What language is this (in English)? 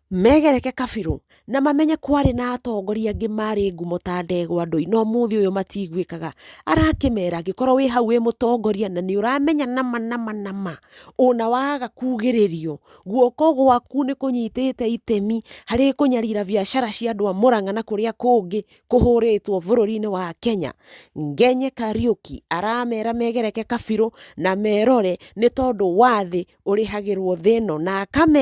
Kikuyu